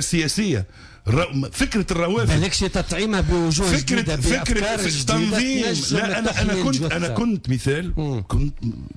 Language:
Tunisian Arabic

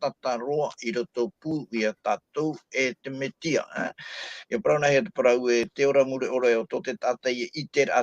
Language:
Tahitian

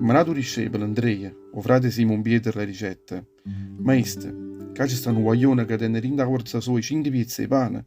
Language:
Neapolitan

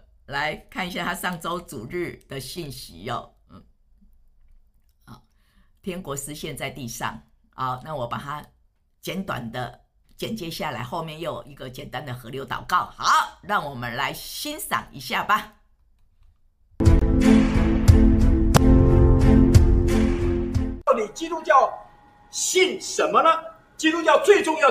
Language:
Chinese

